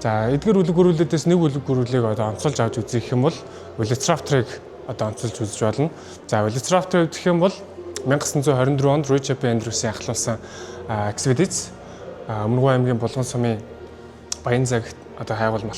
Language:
Mongolian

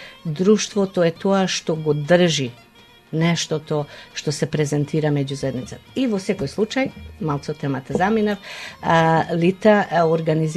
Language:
Macedonian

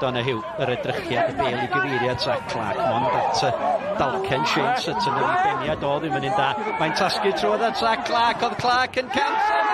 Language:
Welsh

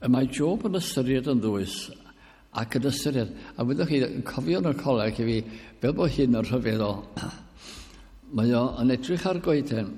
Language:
Welsh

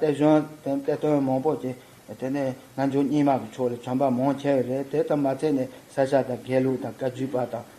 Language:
Tibetan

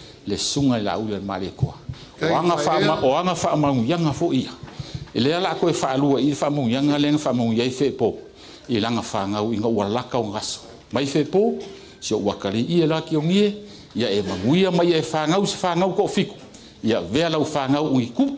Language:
Samoan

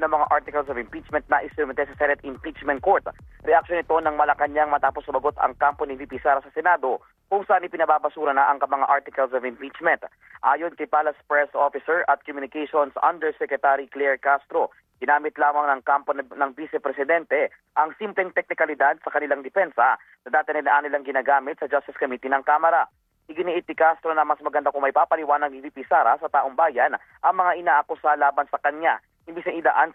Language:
Filipino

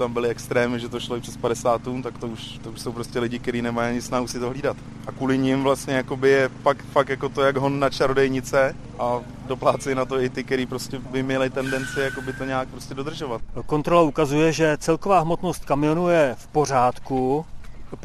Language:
Czech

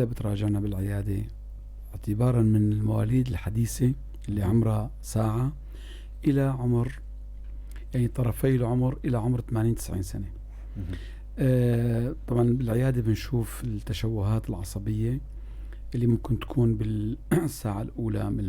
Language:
North Levantine Arabic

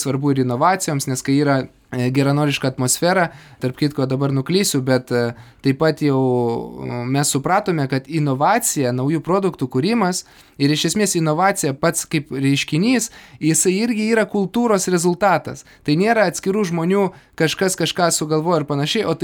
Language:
Lithuanian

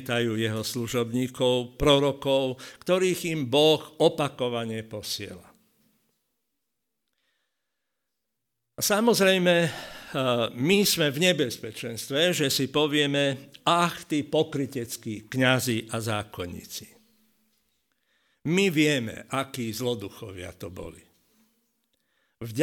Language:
Slovak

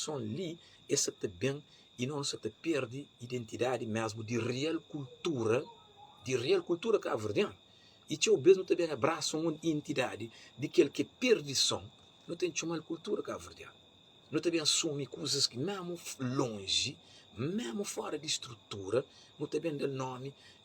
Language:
Kabuverdianu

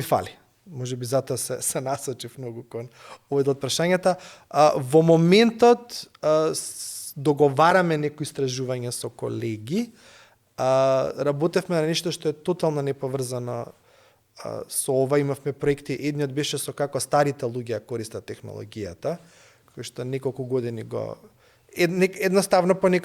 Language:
Macedonian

